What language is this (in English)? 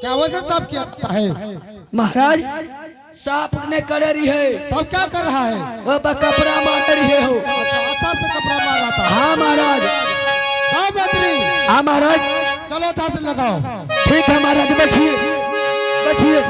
Angika